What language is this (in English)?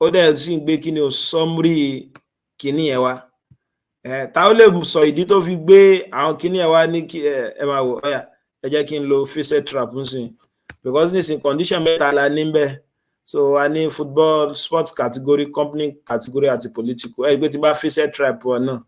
Yoruba